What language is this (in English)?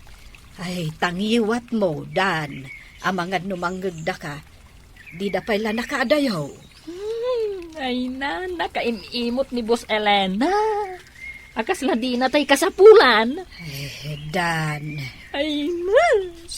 Iloko